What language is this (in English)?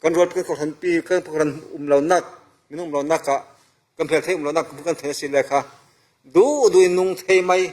Falam Chin